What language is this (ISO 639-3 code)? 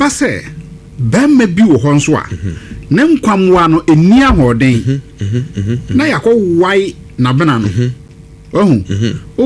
aka